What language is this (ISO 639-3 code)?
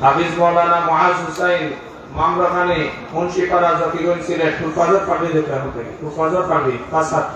syl